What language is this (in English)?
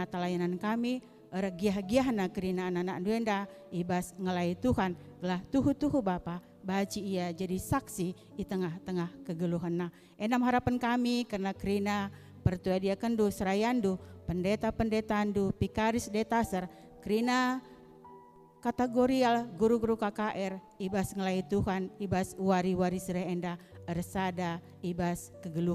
Batak Karo